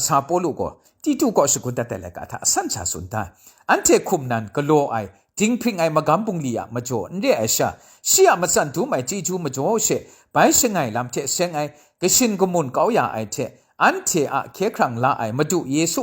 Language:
Kachin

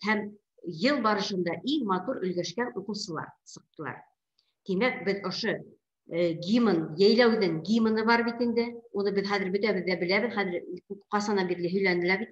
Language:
Bashkir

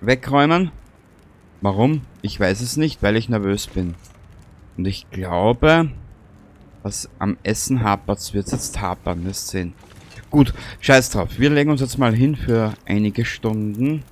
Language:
Bavarian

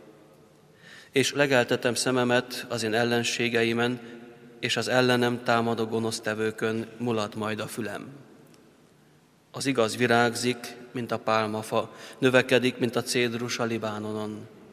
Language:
Hungarian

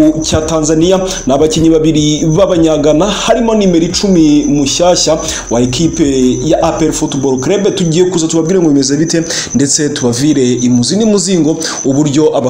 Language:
Kinyarwanda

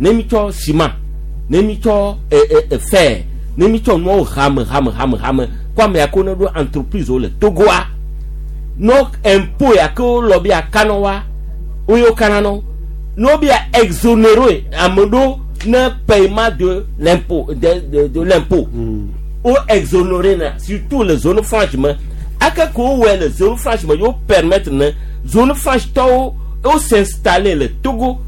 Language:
Gen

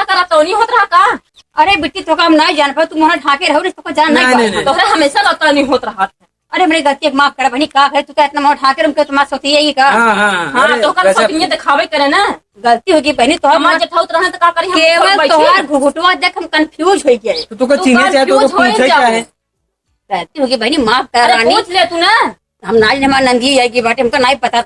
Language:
Awadhi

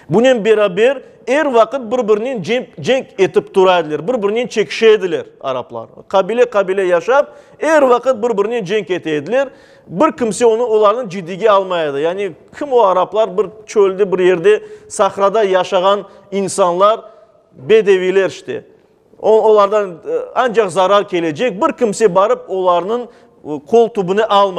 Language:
Crimean Tatar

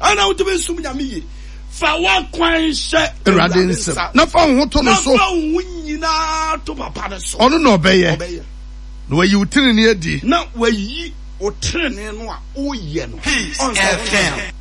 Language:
Akan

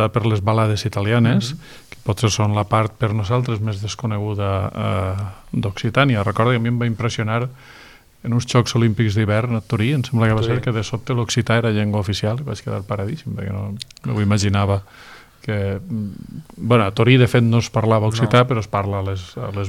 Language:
Catalan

